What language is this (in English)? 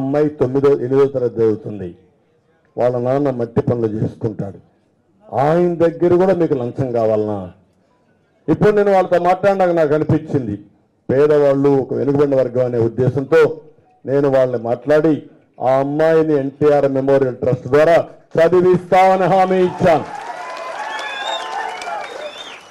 Telugu